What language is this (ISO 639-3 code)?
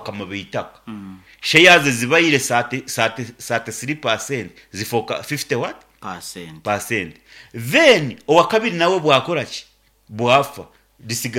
nyn